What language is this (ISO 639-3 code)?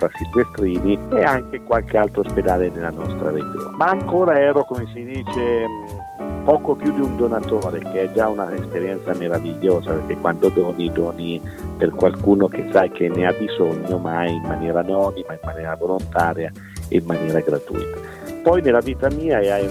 ita